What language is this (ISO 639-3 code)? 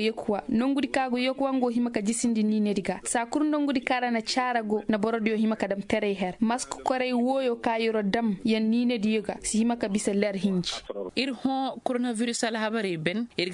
ses